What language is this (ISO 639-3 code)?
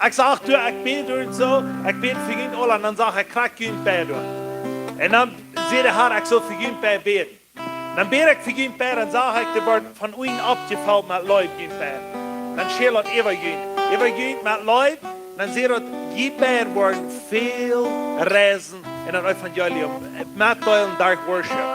pdt